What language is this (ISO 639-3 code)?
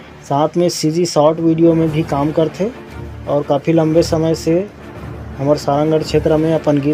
hne